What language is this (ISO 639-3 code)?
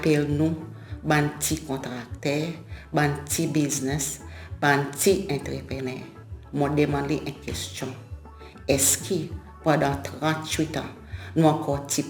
crs